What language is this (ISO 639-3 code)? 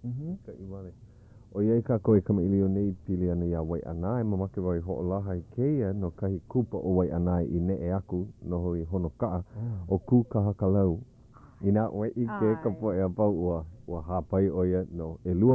haw